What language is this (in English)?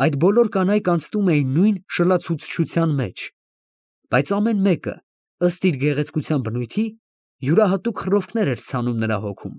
Armenian